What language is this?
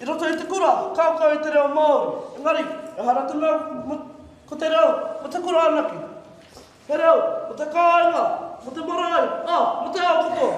Māori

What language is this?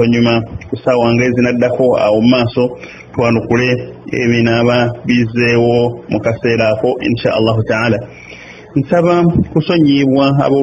Ganda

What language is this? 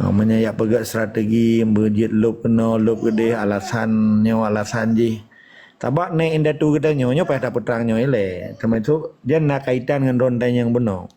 Achinese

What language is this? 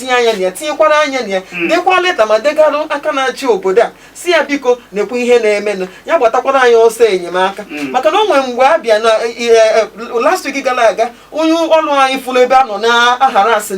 Igbo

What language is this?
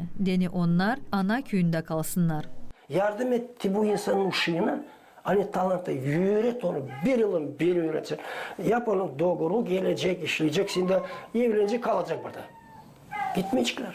Gagauz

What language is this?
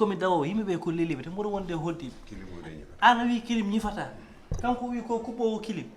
Fula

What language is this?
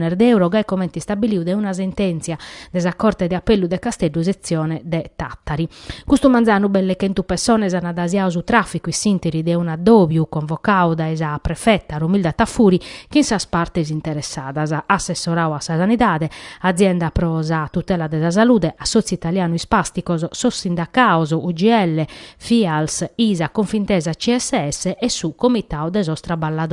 Sardinian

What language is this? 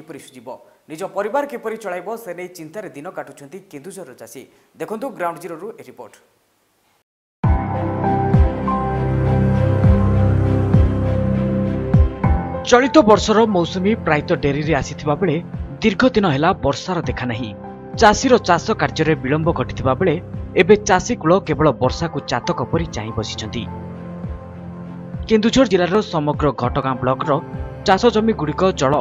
Odia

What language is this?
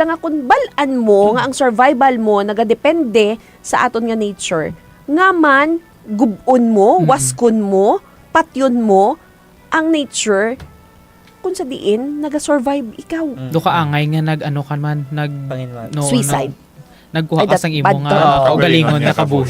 Hiligaynon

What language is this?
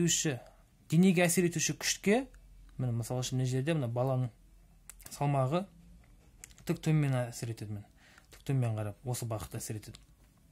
Kazakh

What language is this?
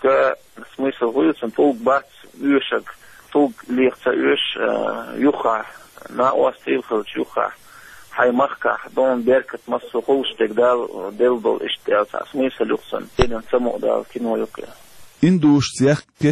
Chechen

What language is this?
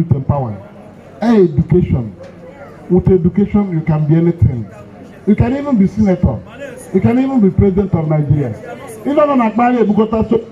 Igbo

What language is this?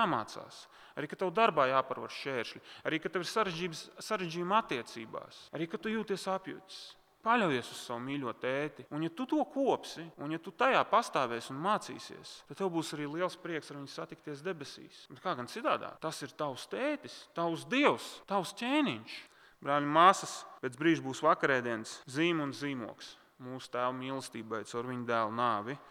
Latvian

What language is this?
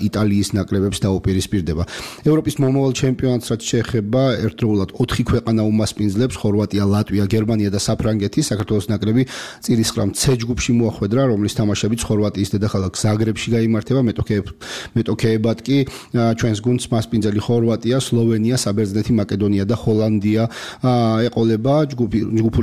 Georgian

